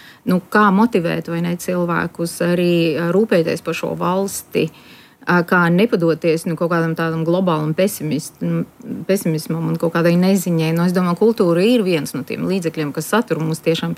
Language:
Latvian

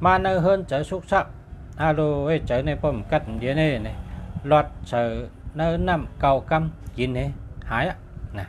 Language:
Shan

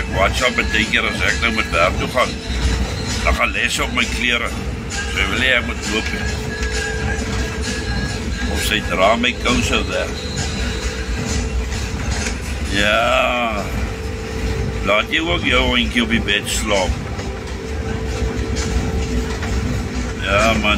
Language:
Afrikaans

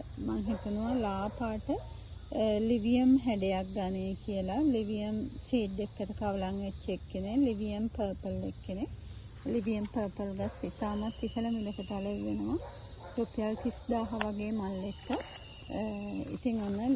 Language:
Sinhala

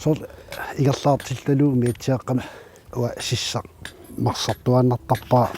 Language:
Kalaallisut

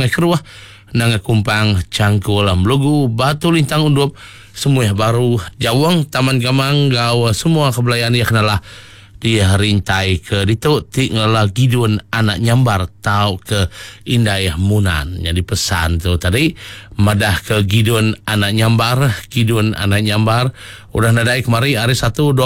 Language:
Iban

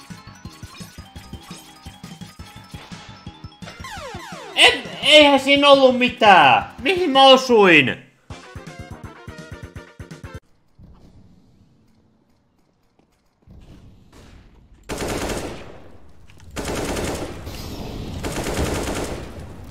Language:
Finnish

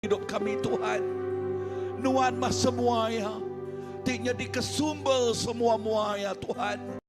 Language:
Iban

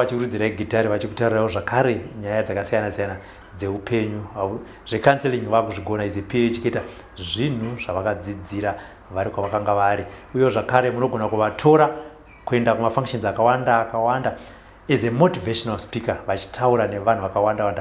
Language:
Shona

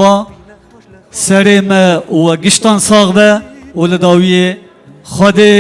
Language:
Kurdish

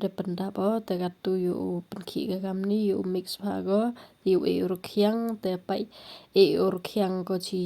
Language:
Khasi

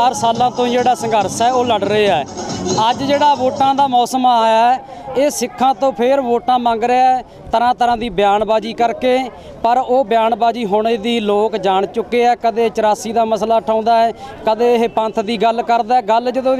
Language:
Punjabi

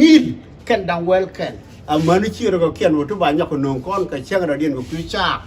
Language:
Nuer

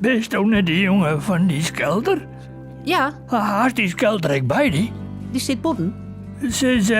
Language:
Western Frisian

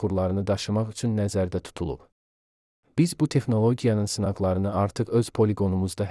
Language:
Azerbaijani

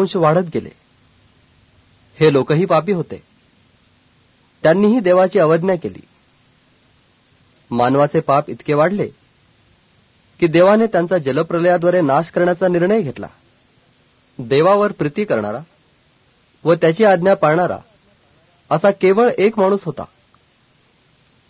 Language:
Marathi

